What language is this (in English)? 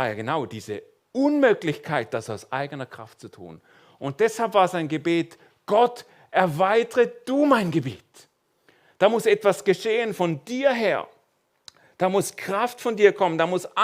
Swiss German